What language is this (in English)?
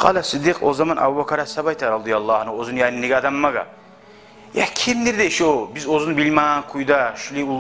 Kumyk